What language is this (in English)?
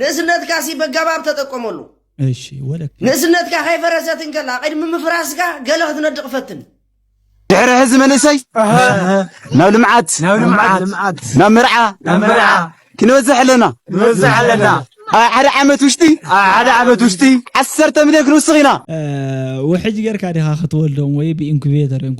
Tigrinya